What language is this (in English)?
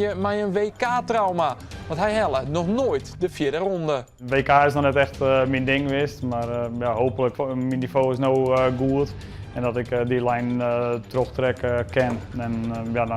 Western Frisian